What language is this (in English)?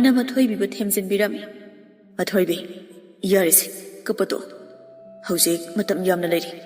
Manipuri